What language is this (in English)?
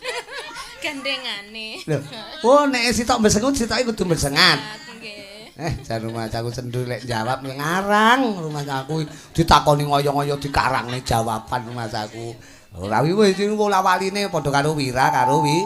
Javanese